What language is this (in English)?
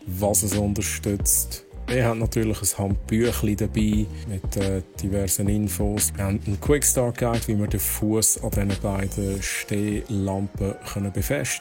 Swiss German